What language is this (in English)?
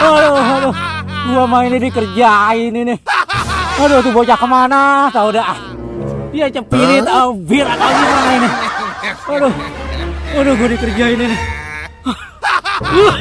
Betawi